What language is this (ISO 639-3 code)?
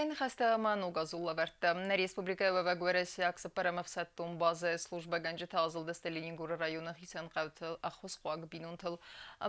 oss